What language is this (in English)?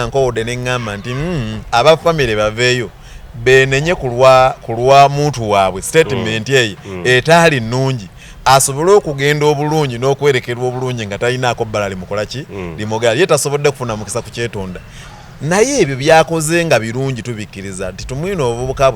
Ganda